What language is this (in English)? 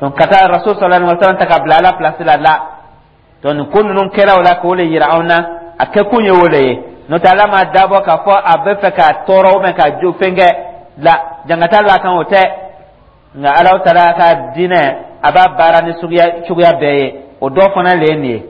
Dyula